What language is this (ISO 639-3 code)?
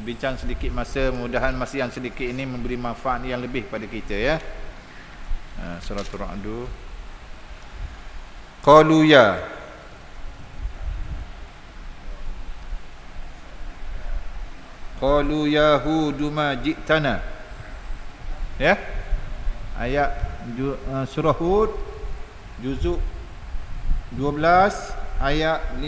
msa